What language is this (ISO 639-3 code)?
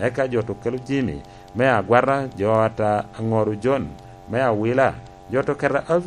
laj